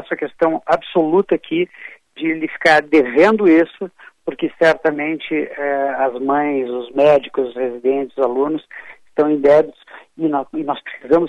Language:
Portuguese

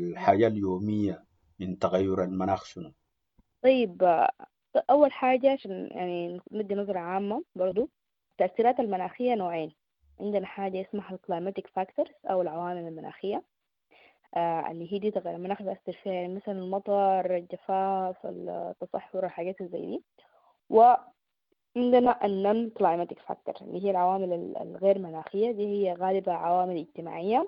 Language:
Sudanese Arabic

